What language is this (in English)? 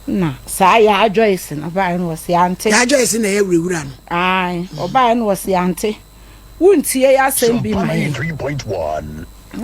Akan